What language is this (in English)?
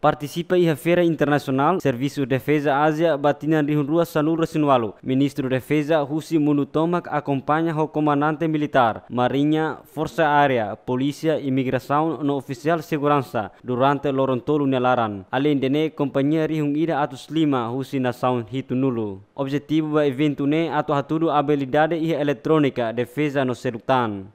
Tetum